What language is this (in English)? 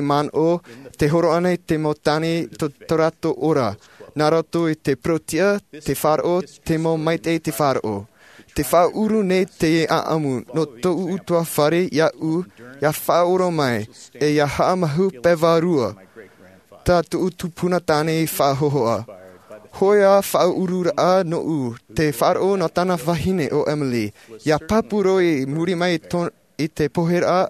Tahitian